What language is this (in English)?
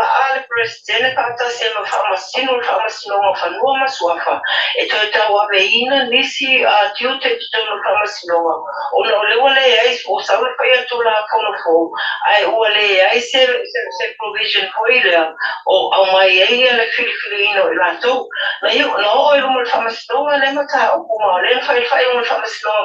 Samoan